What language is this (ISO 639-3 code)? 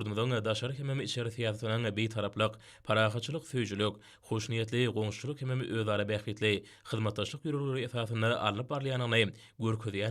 tuk